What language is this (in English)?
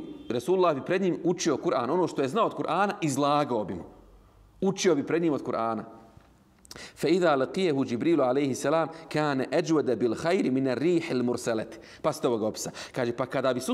Bosnian